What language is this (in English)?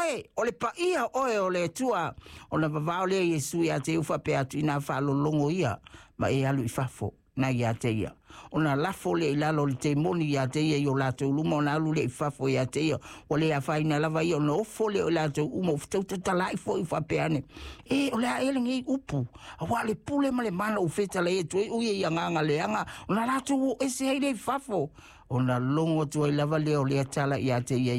Samoan